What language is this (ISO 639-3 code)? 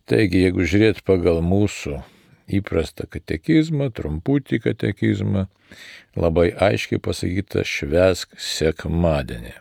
lit